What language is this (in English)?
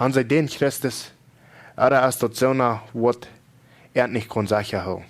Plautdietsch